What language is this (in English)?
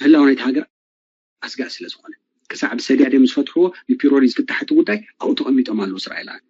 Tigrinya